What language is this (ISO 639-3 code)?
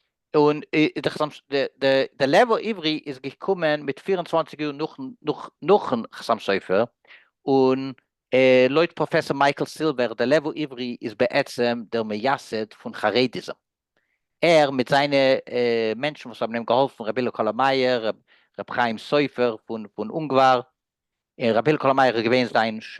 yid